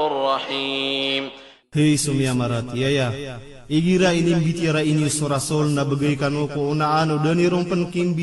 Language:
Maranao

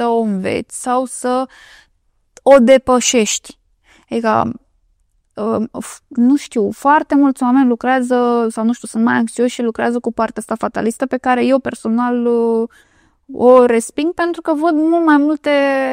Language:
Romanian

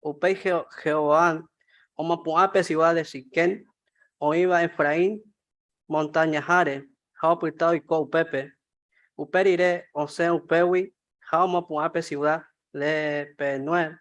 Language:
Guarani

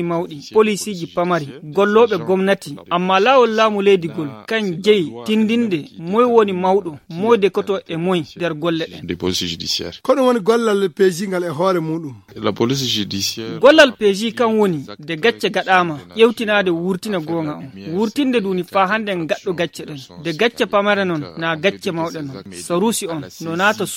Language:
Fula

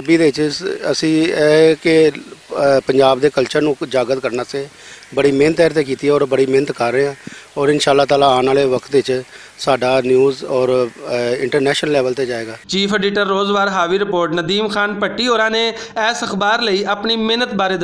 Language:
Western Panjabi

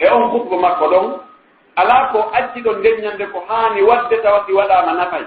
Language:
Pular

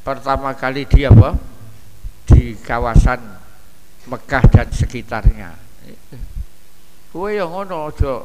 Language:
Indonesian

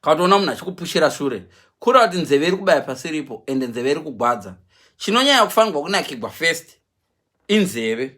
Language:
Shona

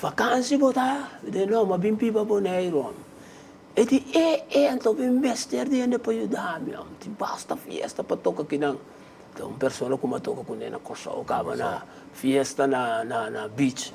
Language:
Papiamento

